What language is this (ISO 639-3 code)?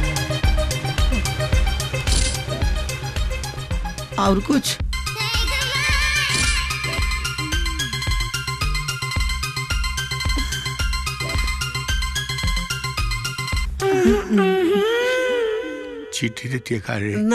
bho